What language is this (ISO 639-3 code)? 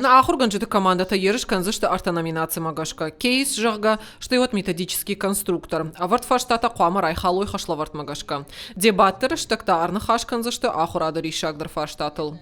oss